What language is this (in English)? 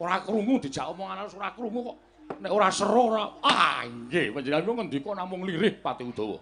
Javanese